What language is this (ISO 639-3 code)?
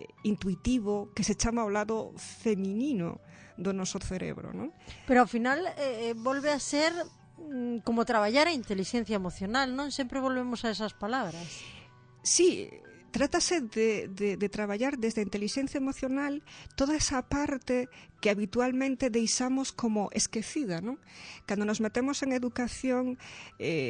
glg